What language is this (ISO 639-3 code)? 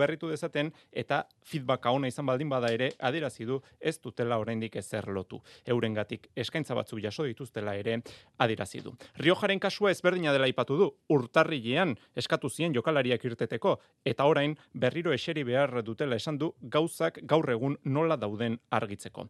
eus